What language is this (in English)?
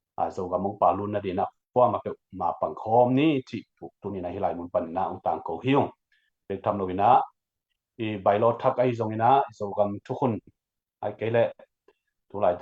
Tedim Chin